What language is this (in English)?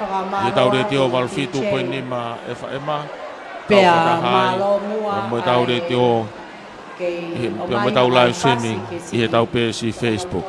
Tongan